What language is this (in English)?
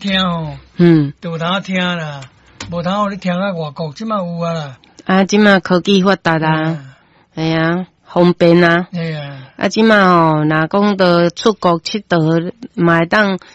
Min Nan Chinese